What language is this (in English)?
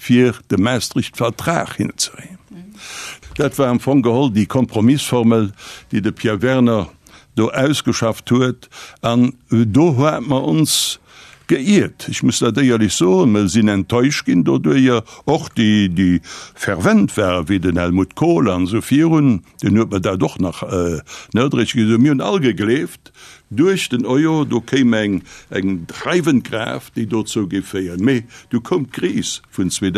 Luxembourgish